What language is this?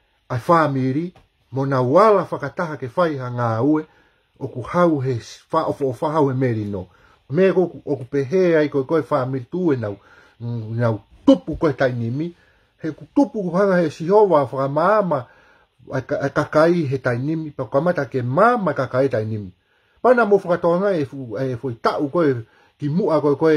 Tongan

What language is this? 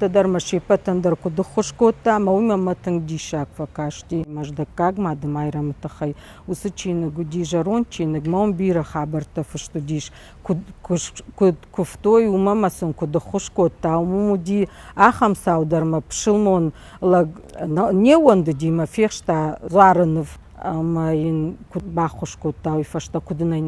Ossetic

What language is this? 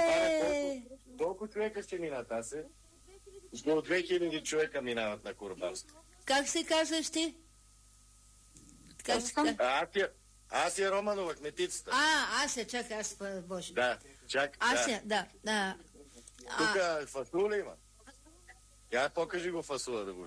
Bulgarian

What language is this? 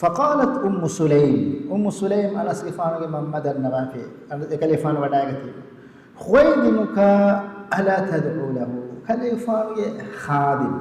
Divehi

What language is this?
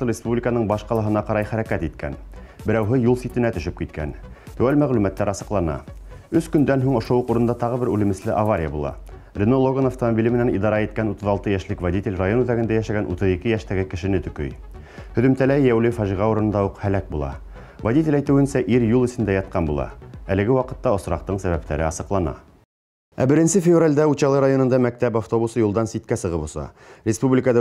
Bashkir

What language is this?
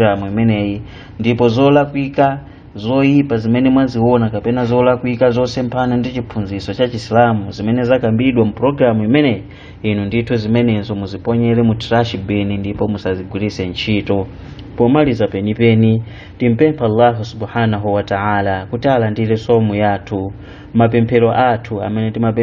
Nyanja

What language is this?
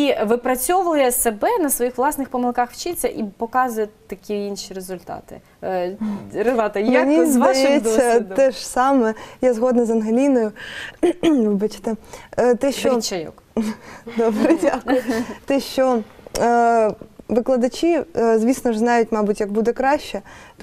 Ukrainian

